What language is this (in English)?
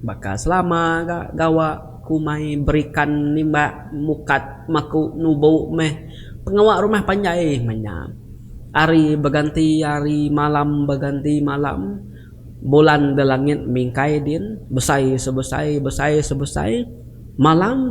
Iban